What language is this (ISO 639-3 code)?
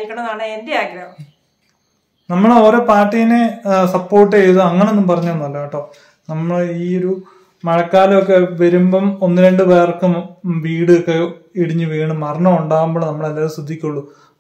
mal